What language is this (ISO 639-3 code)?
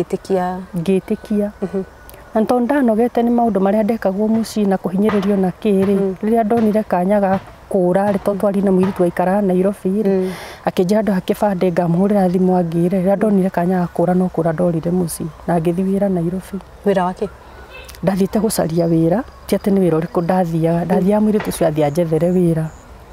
kik